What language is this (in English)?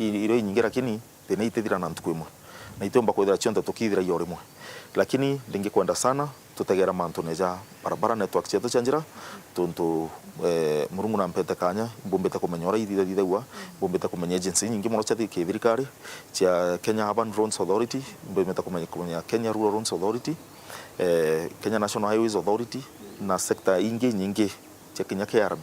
Meru